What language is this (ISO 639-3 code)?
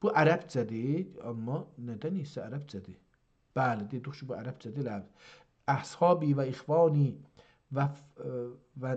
azb